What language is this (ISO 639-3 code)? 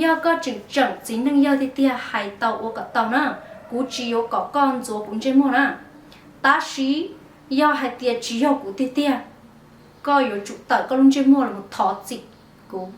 hmn